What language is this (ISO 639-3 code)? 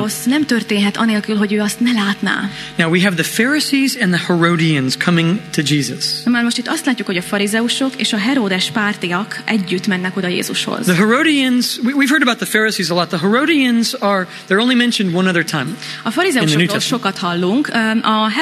hun